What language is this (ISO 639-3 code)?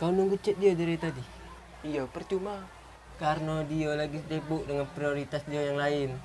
mui